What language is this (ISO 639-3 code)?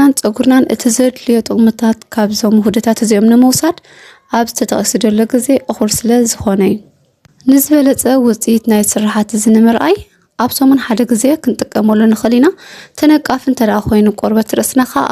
tir